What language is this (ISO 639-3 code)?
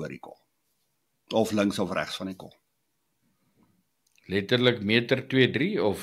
afr